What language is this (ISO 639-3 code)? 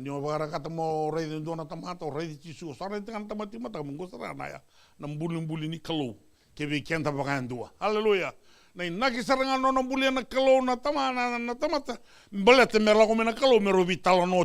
fij